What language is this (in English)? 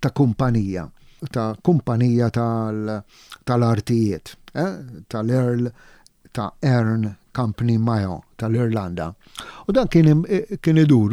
Maltese